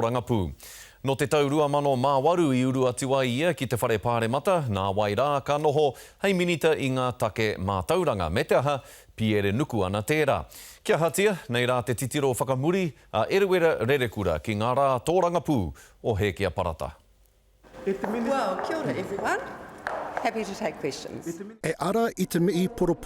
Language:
Māori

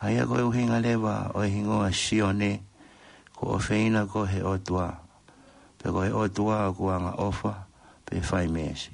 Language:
Tongan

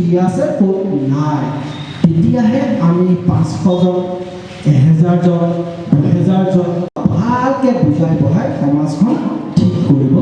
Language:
Assamese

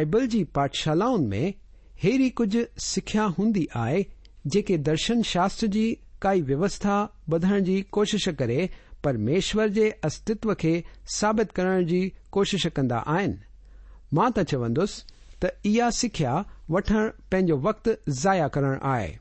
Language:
Sindhi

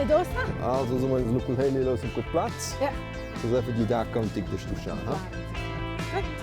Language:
Romansh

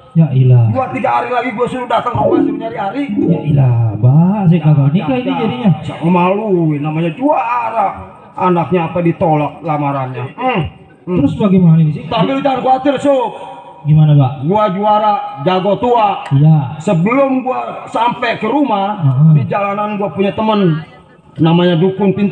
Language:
Betawi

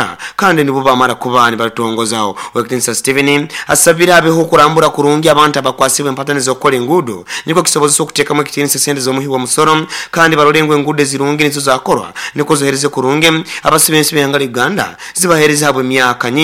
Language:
Nyoro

